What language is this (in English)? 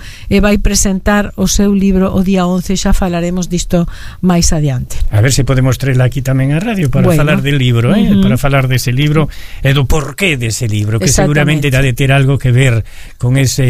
Galician